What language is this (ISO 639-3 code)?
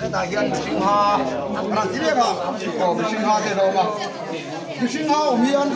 lus